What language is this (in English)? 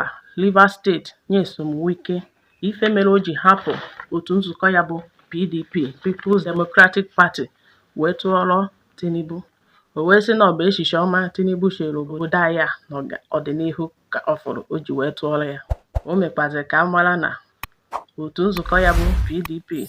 Igbo